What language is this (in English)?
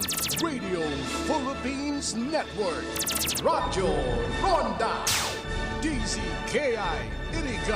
Bikol